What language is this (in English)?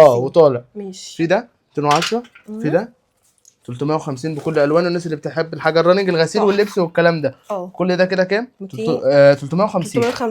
Egyptian Arabic